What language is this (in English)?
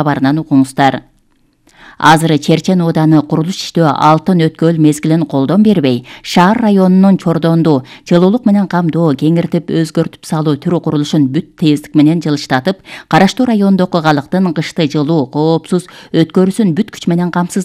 Kyrgyz